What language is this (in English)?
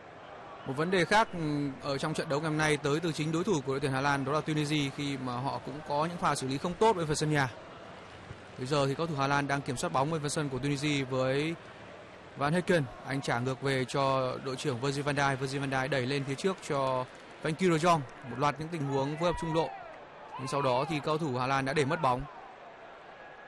Vietnamese